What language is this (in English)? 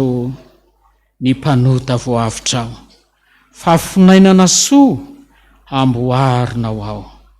Malagasy